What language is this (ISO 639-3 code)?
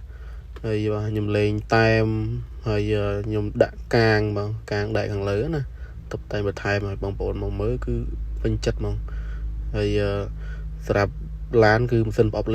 khm